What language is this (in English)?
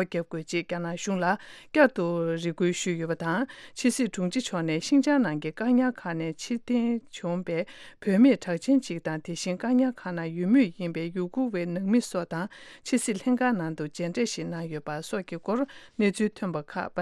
Tibetan